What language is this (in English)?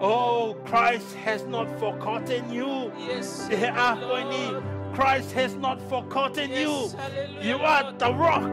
Tongan